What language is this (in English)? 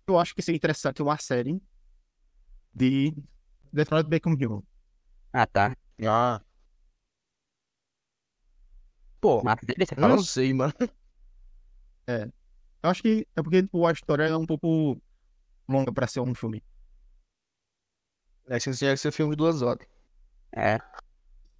Portuguese